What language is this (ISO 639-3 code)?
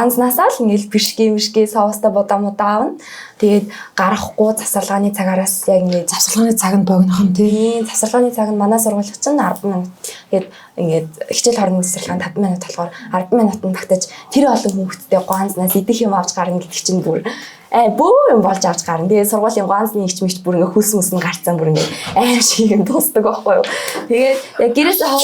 mon